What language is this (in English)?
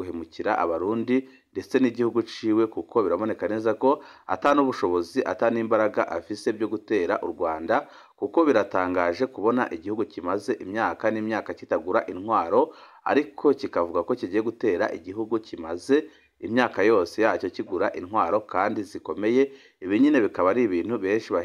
Rundi